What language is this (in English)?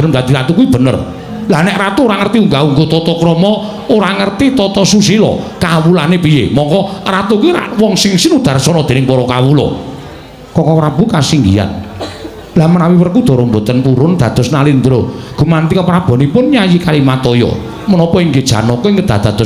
Javanese